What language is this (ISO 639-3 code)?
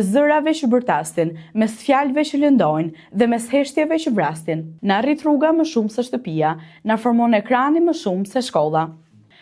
sqi